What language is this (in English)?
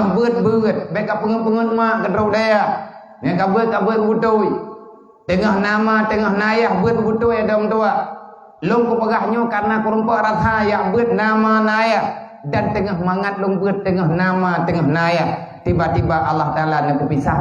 Achinese